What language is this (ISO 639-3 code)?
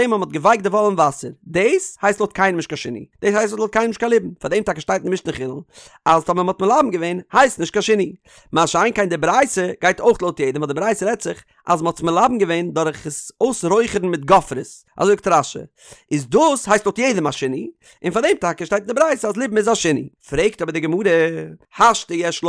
yid